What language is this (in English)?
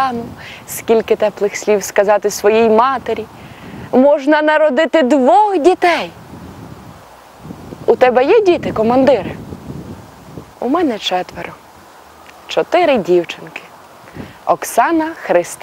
Ukrainian